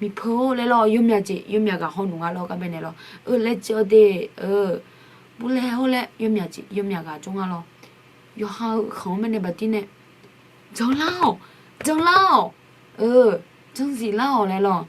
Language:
Akha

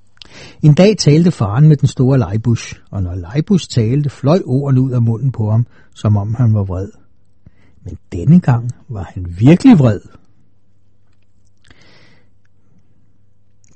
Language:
Danish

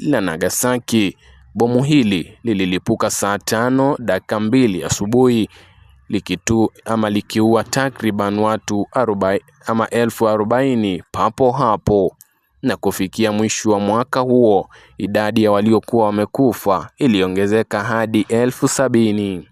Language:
Swahili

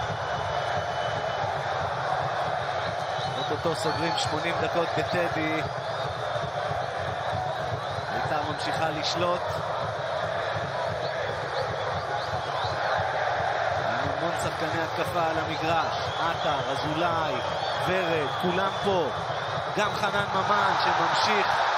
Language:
Hebrew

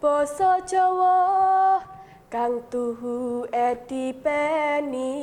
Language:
Javanese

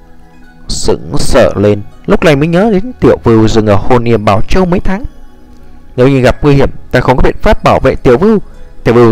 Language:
Vietnamese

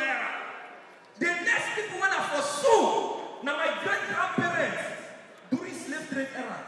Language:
Nigerian Pidgin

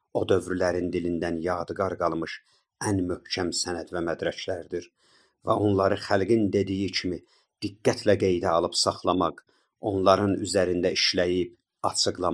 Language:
South Azerbaijani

